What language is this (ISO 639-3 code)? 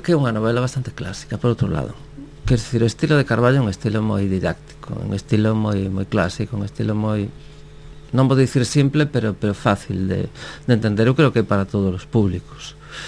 glg